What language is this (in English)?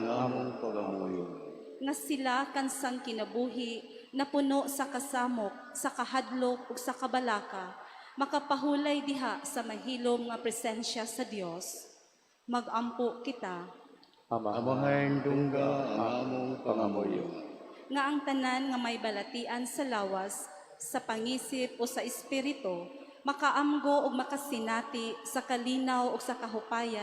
Cebuano